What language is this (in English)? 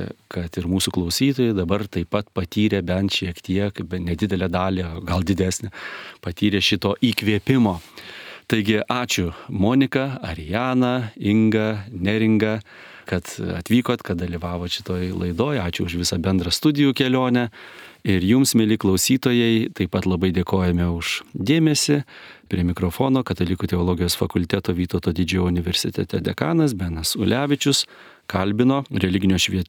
Lithuanian